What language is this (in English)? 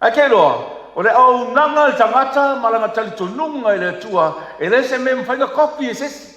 Samoan